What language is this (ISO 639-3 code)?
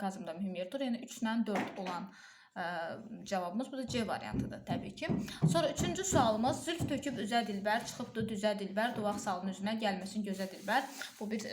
aze